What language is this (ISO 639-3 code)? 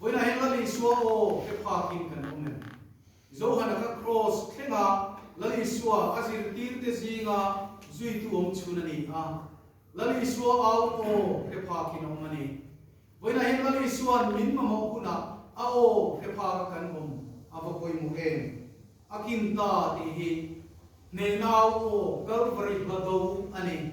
lus